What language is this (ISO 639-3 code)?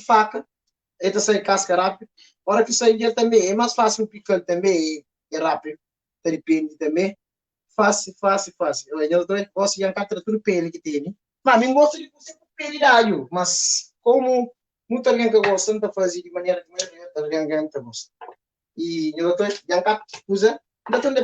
kea